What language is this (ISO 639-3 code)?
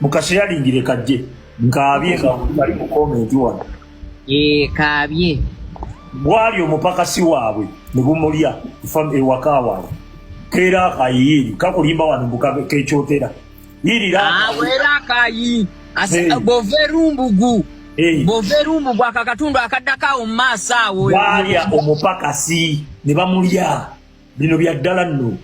lug